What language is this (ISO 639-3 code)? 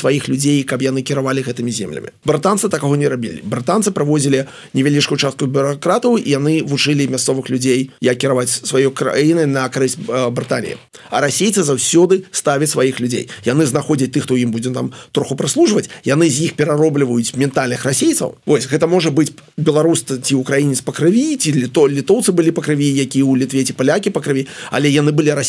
bel